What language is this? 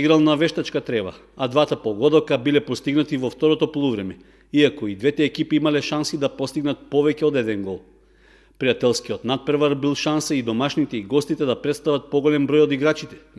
Macedonian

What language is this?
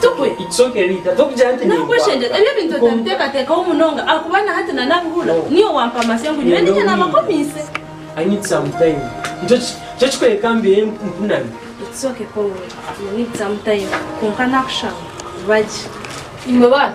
Nyankole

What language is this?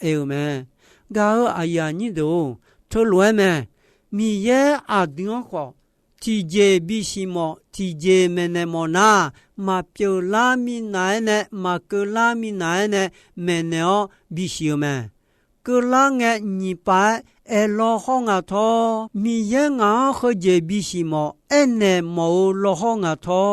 Akha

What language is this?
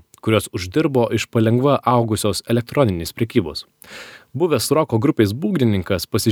Lithuanian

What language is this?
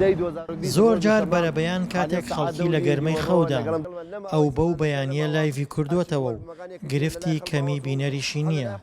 Central Kurdish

